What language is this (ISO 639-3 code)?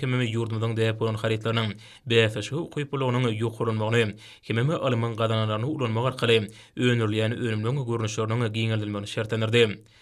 tuk